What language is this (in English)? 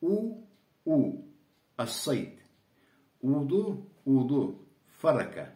Karachay-Balkar